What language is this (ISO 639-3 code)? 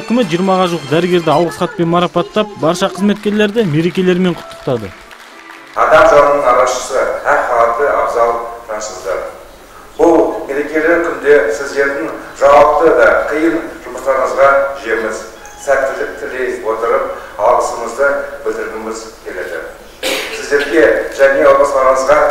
kaz